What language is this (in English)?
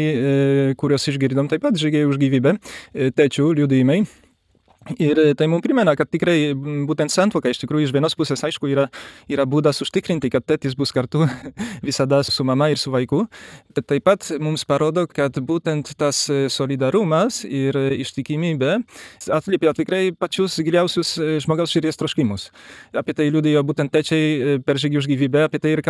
Lithuanian